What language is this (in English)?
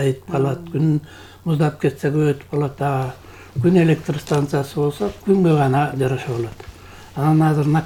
Kyrgyz